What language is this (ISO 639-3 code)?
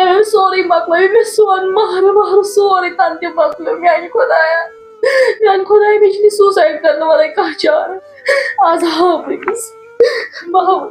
kas